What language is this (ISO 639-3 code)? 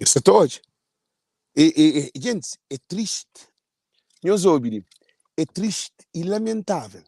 kea